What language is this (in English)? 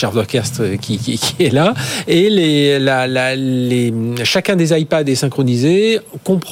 French